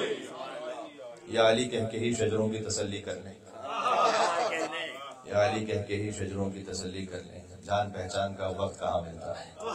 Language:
Urdu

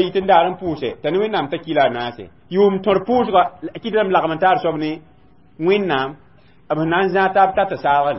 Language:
Mossi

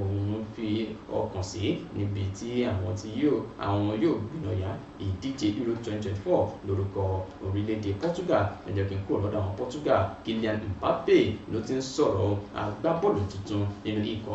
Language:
Yoruba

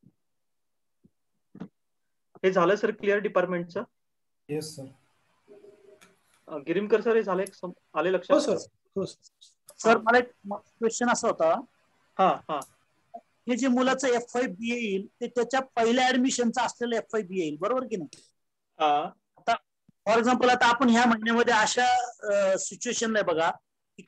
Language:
Marathi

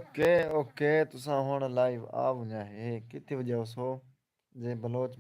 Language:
Saraiki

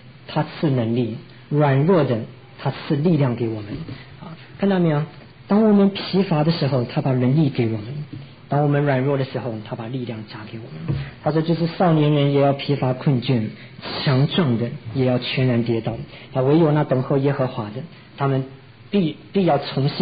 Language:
Chinese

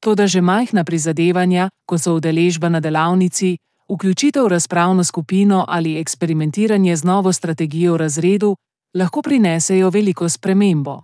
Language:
Slovenian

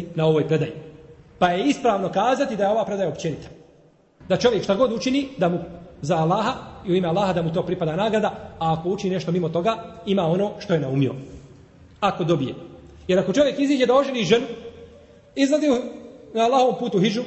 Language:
Bosnian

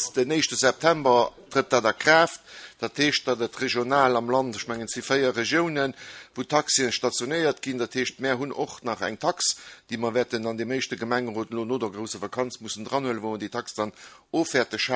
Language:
Luxembourgish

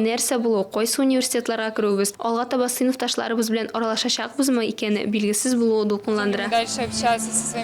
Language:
Tatar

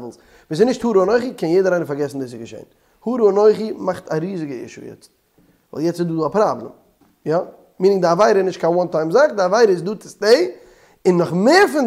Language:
Yiddish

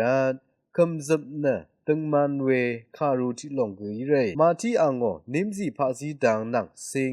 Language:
Rawang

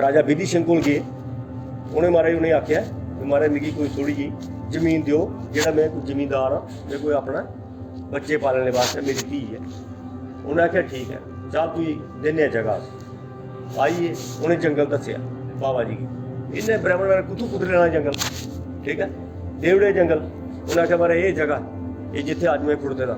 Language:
Dogri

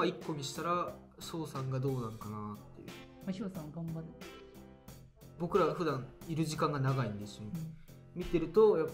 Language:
Japanese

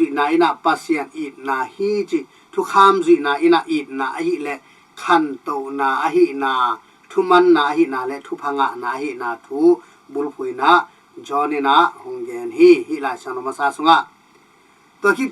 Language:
Tedim Chin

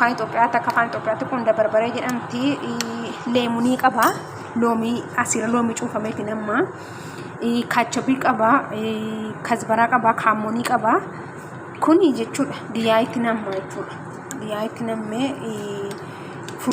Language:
Oromo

